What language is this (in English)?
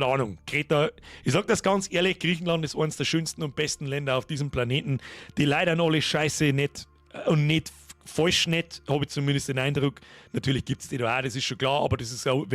Bavarian